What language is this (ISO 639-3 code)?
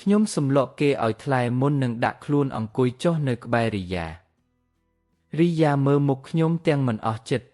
khm